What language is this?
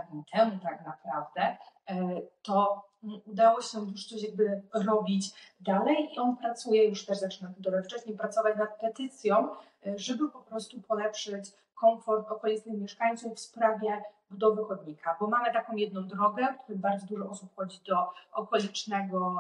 Polish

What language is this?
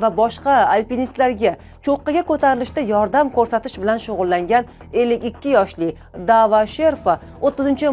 Uzbek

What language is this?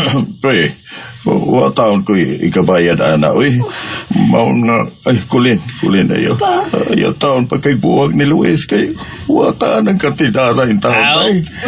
Cebuano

